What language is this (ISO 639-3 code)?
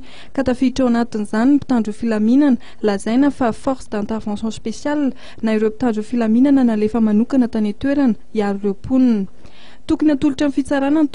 mlg